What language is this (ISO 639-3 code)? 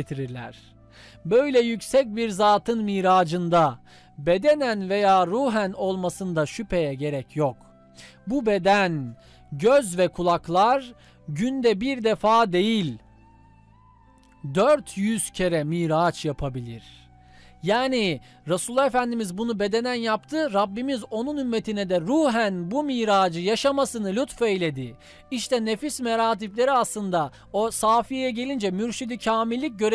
tur